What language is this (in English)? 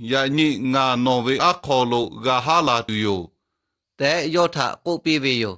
Lahu